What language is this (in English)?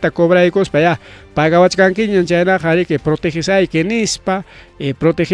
Ayacucho Quechua